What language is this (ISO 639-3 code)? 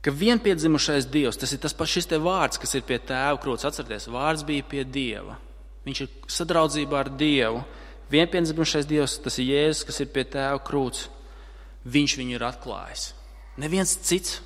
lav